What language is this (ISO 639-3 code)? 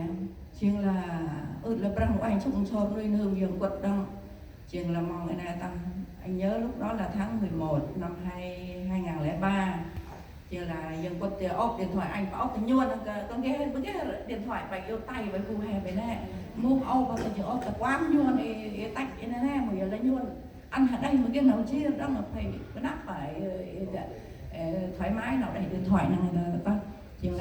cmo